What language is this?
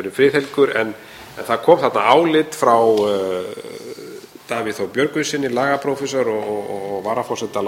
Icelandic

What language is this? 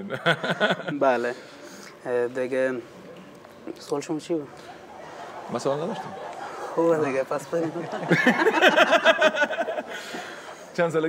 Persian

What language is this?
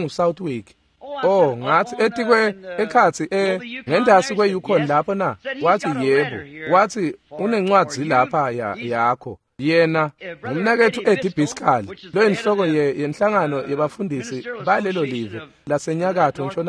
Swati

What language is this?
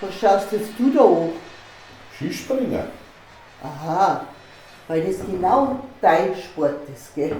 Bavarian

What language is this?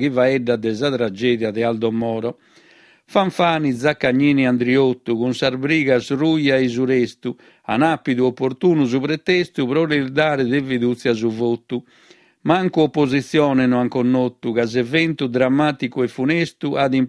Sardinian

